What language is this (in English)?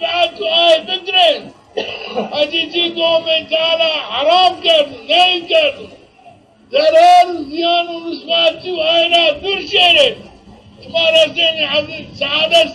Zaza